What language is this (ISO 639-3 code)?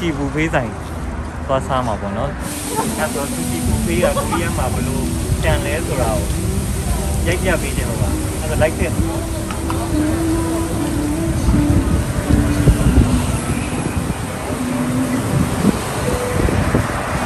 mya